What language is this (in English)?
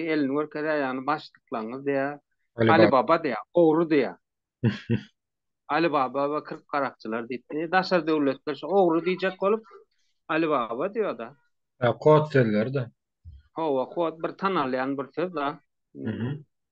Turkmen